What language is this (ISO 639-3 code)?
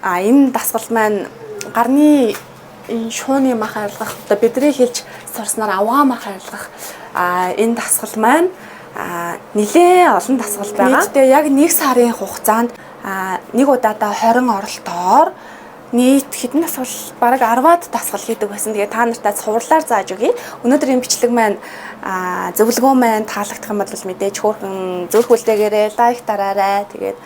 mon